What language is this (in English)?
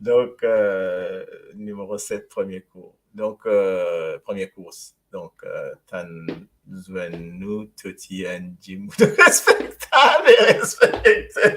Morisyen